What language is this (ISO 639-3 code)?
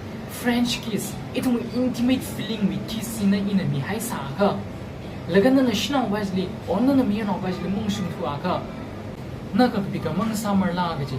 nmf